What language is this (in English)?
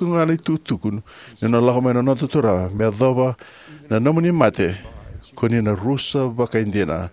Fijian